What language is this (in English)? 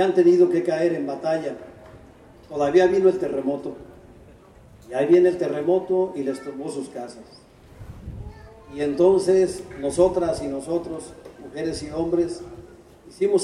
Spanish